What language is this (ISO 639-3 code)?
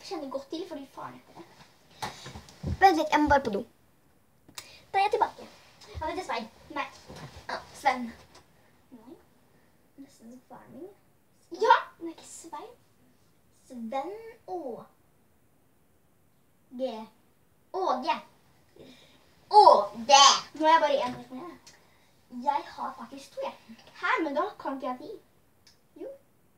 nor